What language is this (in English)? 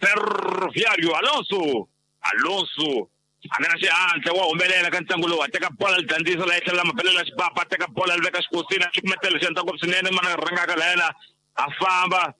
Tsonga